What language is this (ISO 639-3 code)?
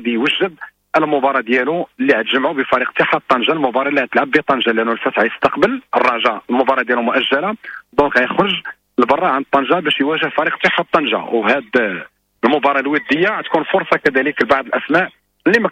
ary